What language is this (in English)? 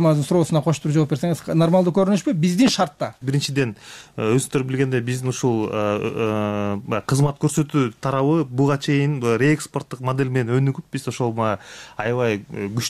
Kyrgyz